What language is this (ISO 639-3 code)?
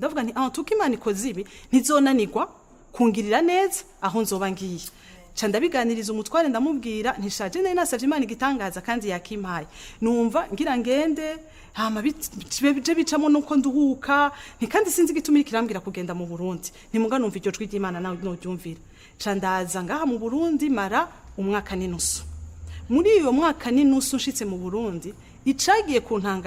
run